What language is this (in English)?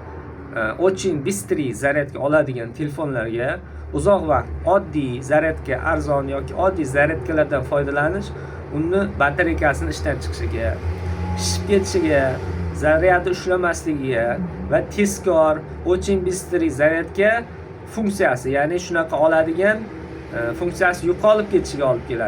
Uzbek